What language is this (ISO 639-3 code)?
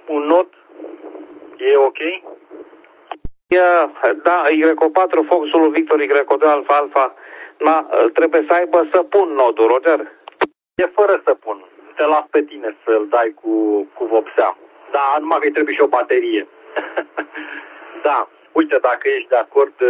ron